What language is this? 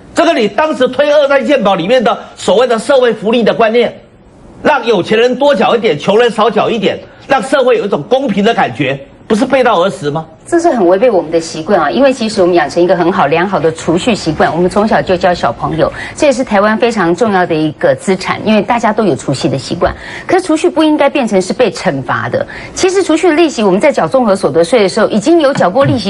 Chinese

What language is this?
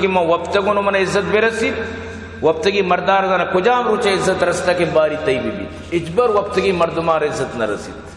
Eastern Balochi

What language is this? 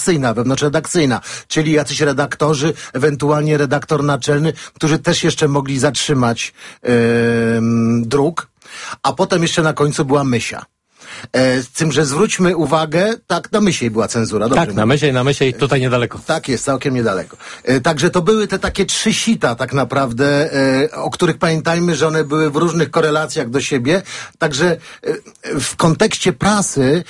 Polish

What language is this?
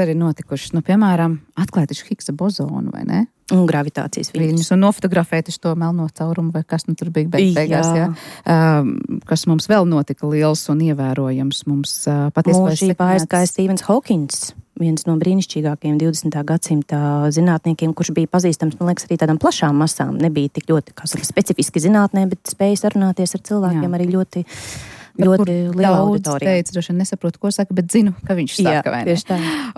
Latvian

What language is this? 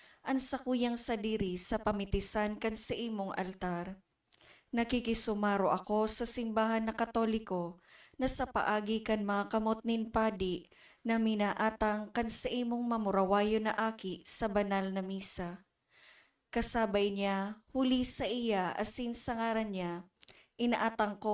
Bikol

